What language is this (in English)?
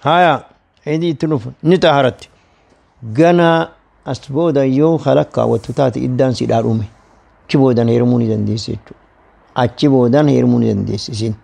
Oromo